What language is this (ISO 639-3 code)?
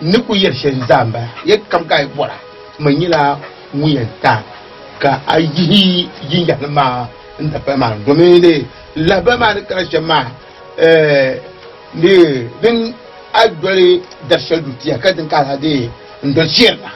dag